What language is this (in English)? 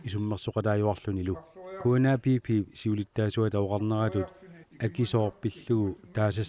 Kalaallisut